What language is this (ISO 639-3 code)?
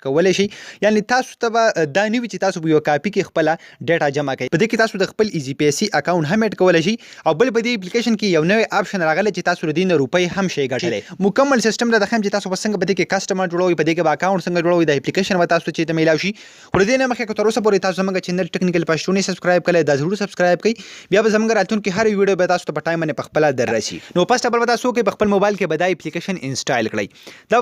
pus